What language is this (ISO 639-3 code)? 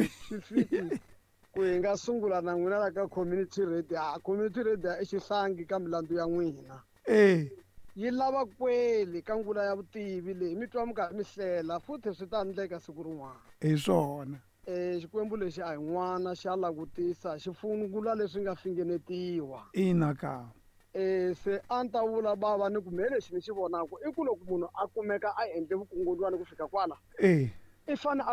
tso